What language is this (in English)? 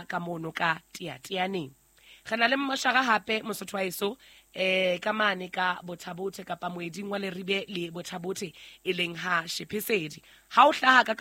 Southern Sotho